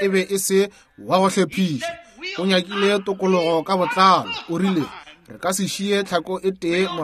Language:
Northern Sotho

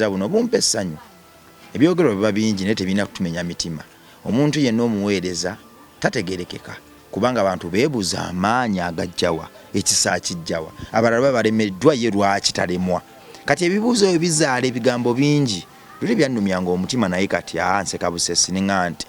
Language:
Ganda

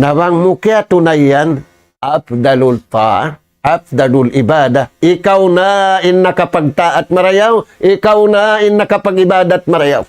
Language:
Tausug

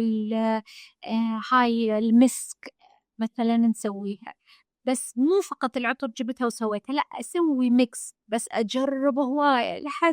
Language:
Mesopotamian Arabic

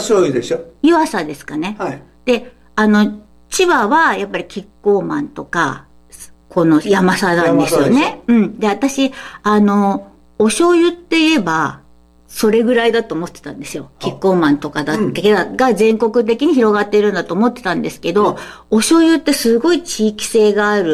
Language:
Japanese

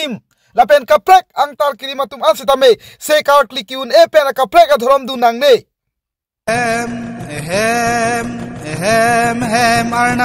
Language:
Karbi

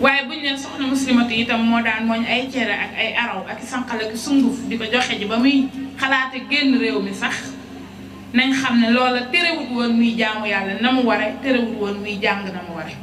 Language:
Wolof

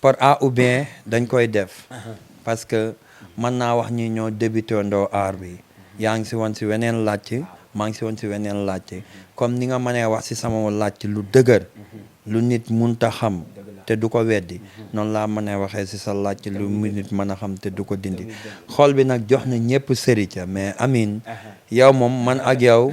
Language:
Wolof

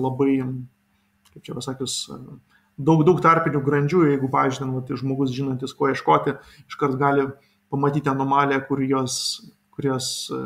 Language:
Lithuanian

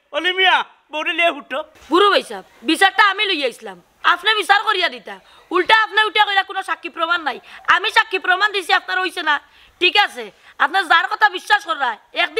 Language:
Sylheti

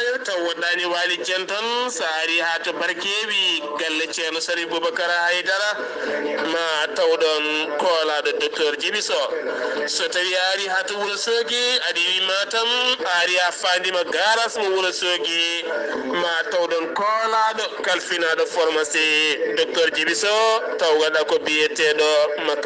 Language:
Fula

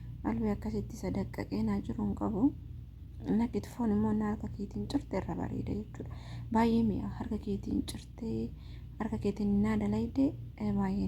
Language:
Oromo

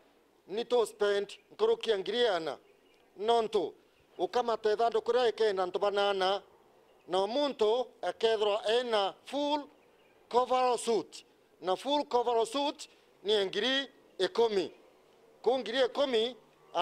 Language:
Meru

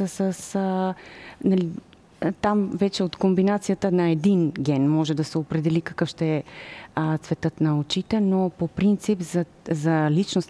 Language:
Bulgarian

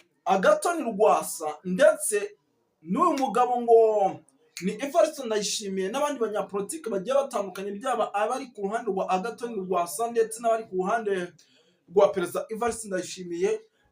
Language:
Kinyarwanda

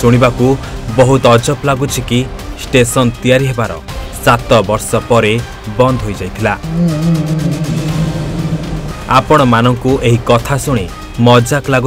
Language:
Odia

